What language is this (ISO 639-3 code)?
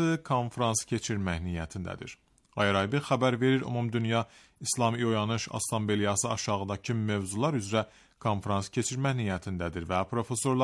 aze